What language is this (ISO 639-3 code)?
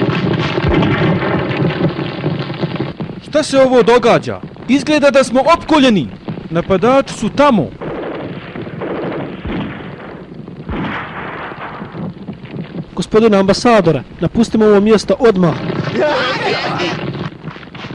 bos